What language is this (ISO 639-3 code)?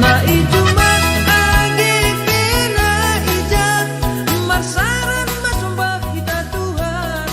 bts